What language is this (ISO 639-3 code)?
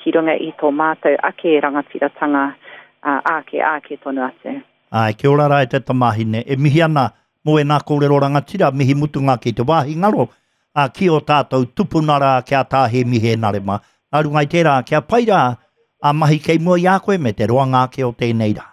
mri